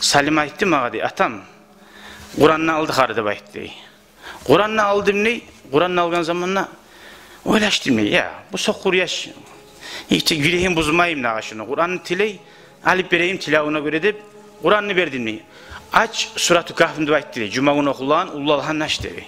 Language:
Kumyk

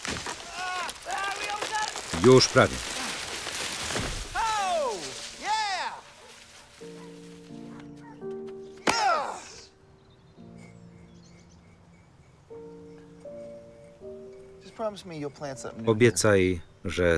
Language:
Polish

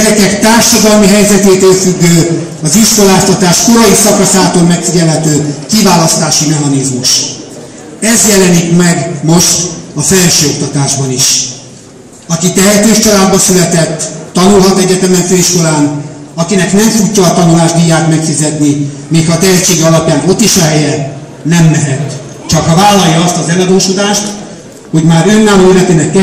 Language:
Hungarian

